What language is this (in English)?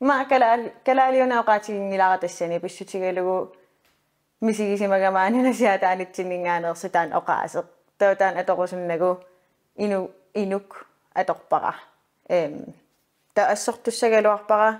Kalaallisut